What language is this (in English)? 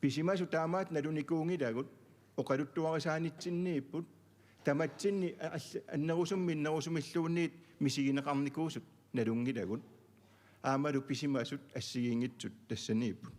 Kalaallisut